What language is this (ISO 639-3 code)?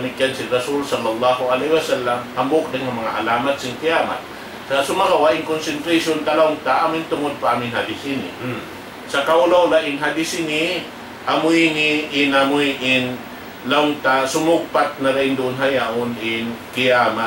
tsg